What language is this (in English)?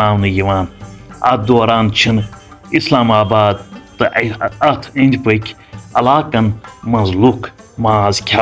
Kashmiri